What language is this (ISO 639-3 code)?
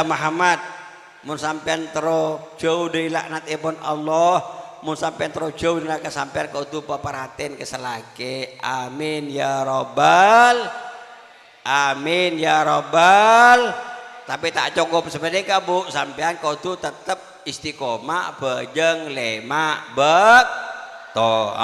mad